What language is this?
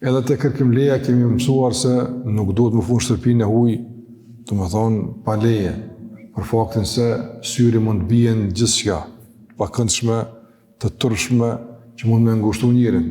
Albanian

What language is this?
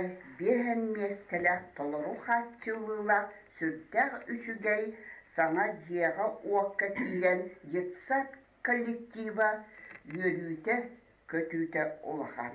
Yakut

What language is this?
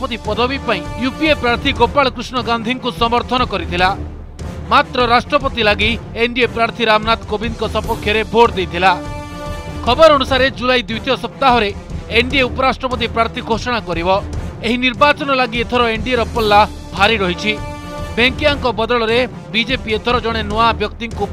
Odia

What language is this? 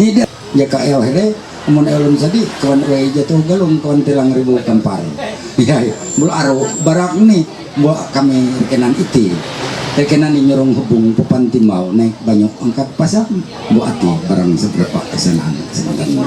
Ma'anyan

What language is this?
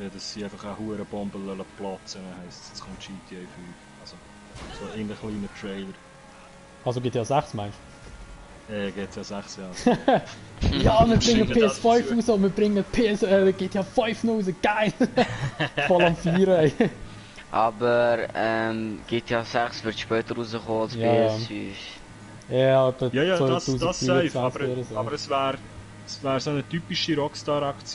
Swiss German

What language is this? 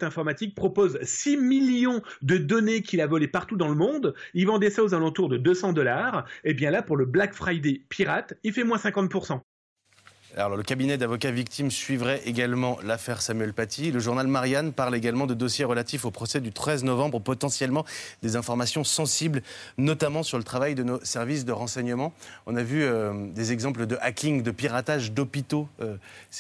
French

